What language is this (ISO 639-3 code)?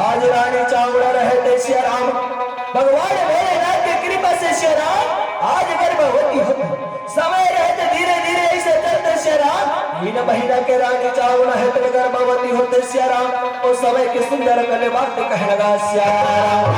hne